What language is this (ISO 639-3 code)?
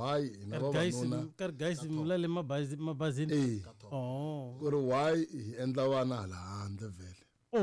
tso